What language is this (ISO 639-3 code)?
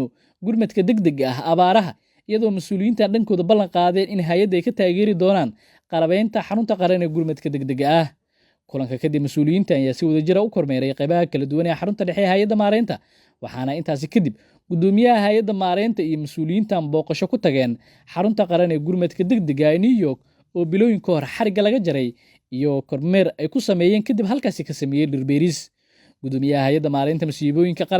som